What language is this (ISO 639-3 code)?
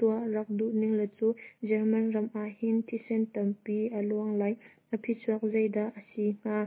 cnh